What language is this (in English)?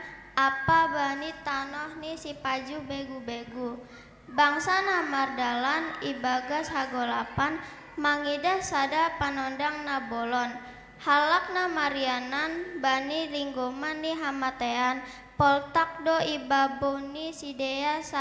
Batak Simalungun